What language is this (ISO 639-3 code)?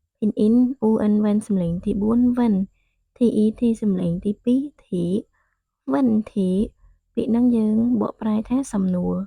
khm